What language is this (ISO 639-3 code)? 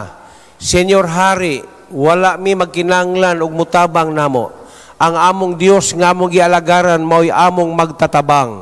ceb